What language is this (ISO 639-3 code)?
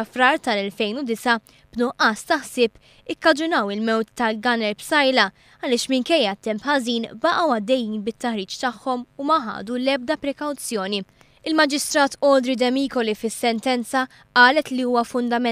mlt